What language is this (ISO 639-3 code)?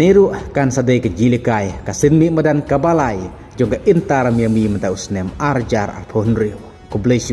kha